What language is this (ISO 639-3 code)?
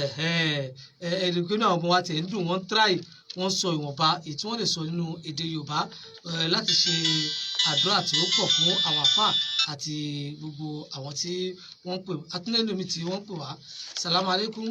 yor